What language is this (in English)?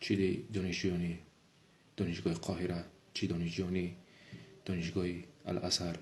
Tajik